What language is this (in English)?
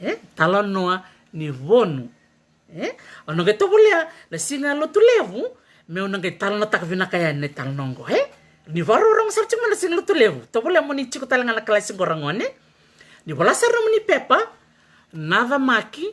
Fijian